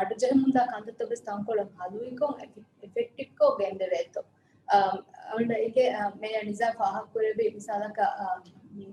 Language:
Divehi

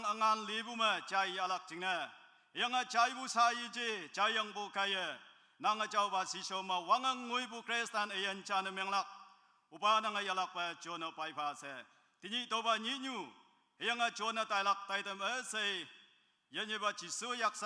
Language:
Naga Pidgin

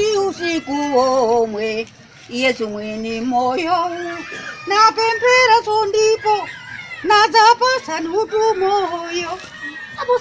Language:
Nyanja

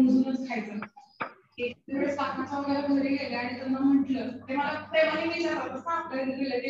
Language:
Marathi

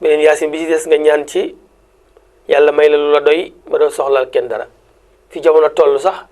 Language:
Wolof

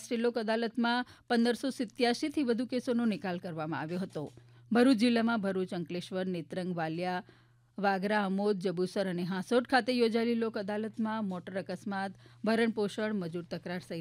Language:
Gujarati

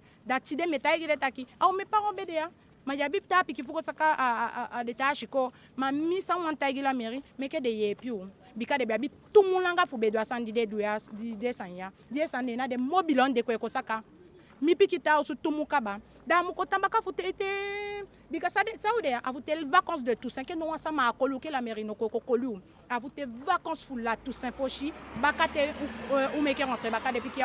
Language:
Eastern Maroon Creole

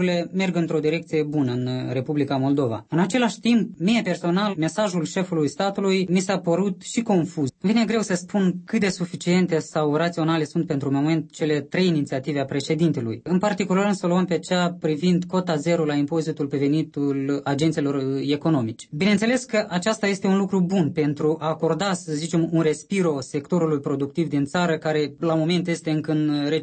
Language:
Romanian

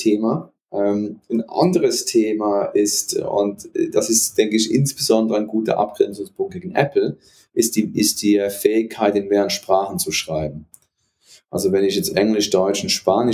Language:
German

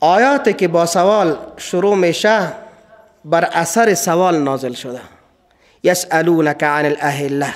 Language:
Persian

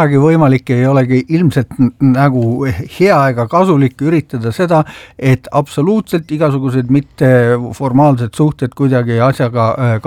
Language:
Estonian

